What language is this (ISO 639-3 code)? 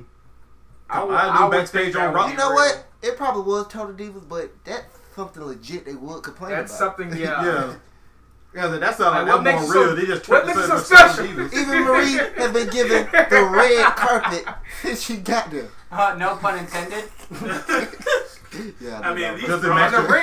eng